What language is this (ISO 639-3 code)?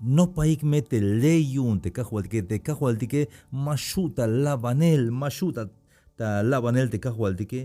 tzh